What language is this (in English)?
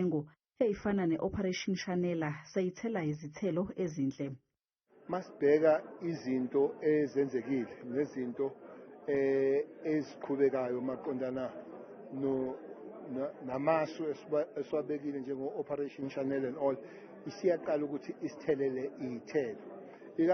Zulu